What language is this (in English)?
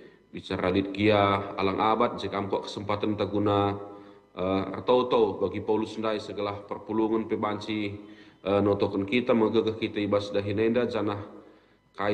Batak Karo